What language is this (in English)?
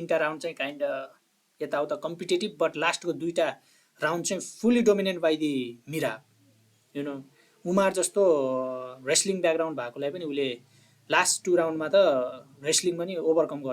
Nepali